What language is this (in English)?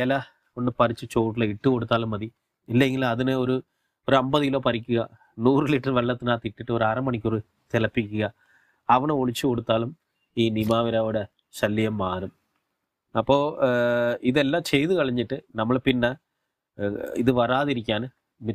Malayalam